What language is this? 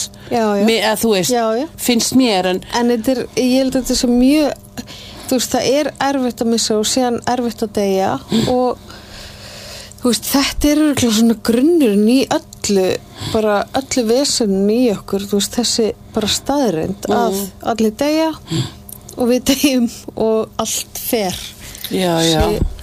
Icelandic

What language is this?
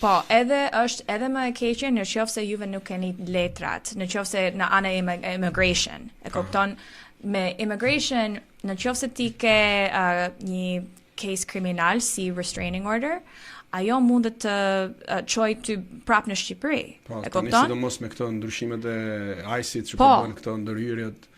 Albanian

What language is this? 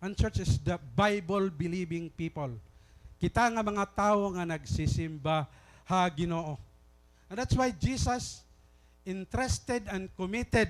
Waray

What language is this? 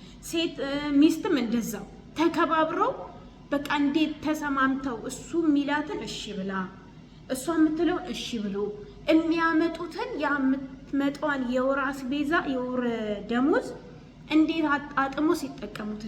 Amharic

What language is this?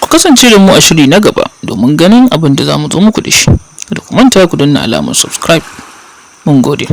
Hausa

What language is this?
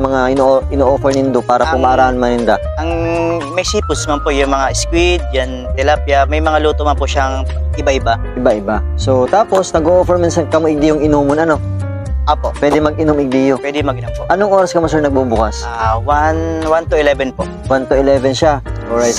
Bikol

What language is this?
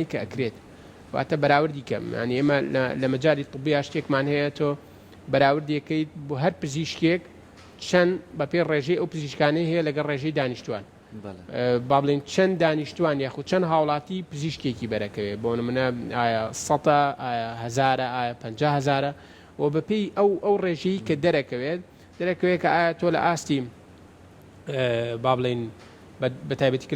Central Kurdish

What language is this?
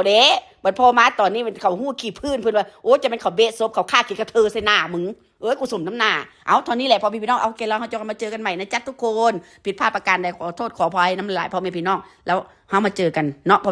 Northeastern Thai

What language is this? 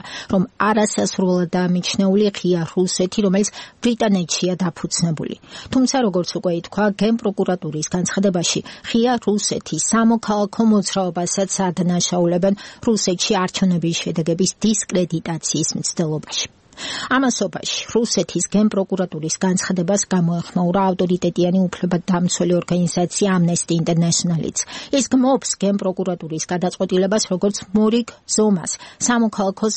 Georgian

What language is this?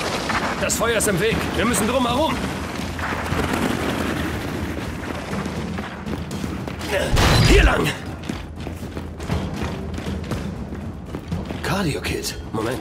German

